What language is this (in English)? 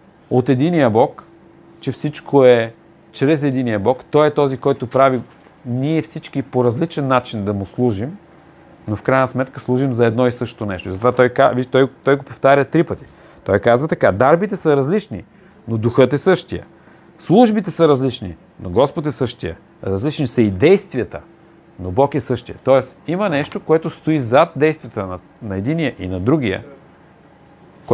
Bulgarian